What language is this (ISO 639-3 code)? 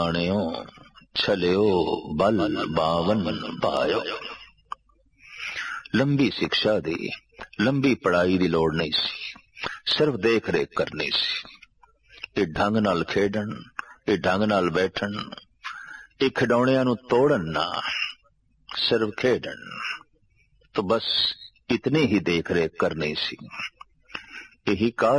pan